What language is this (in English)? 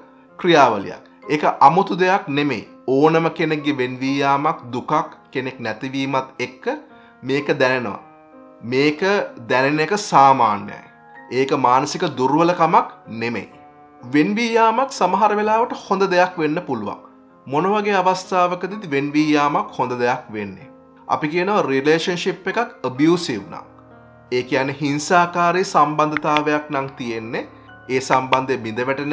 Sinhala